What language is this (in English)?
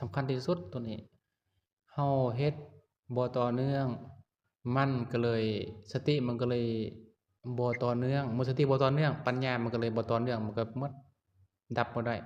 Lao